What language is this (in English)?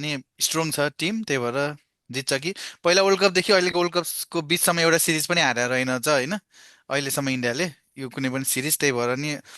Nepali